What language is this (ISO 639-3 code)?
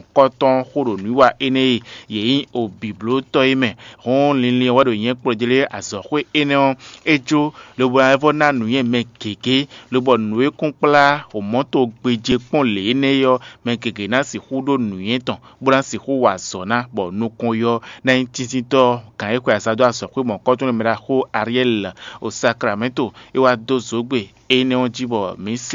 fon